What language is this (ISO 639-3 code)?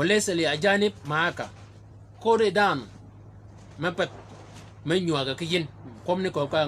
shk